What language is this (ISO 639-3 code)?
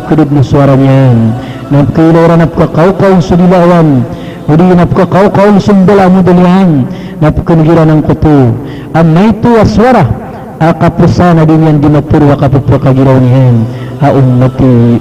mrw